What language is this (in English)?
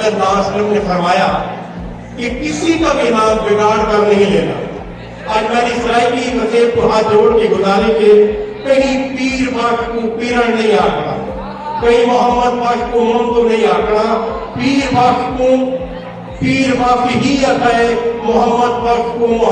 Saraiki